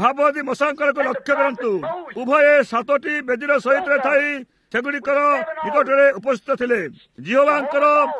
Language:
Odia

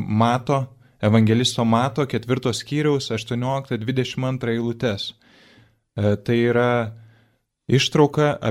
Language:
Lithuanian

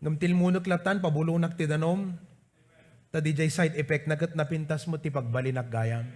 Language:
Iloko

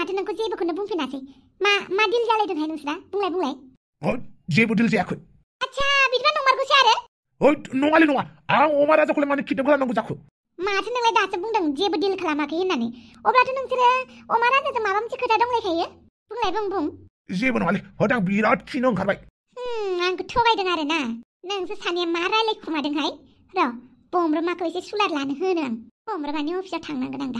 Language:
Bodo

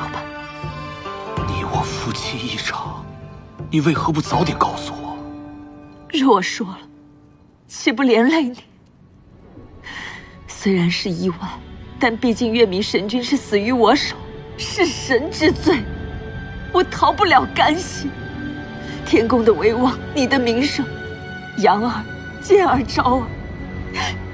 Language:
Chinese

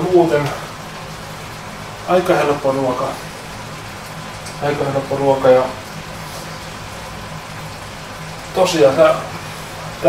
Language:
Finnish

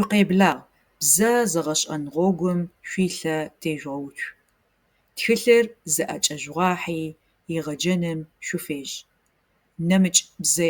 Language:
Adyghe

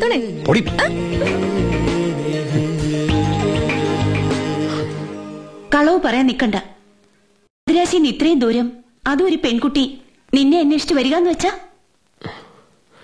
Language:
Malayalam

